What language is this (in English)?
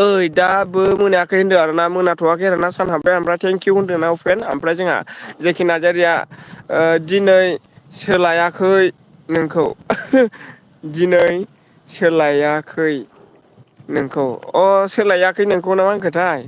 Bodo